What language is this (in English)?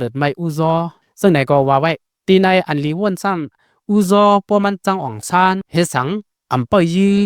Shan